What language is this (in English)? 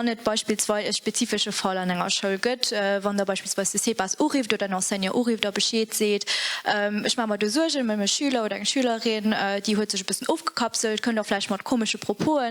Luxembourgish